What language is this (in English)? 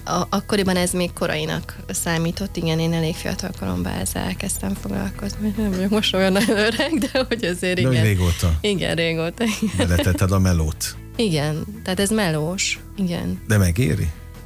Hungarian